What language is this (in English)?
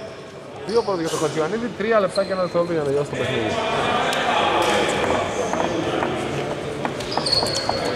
Greek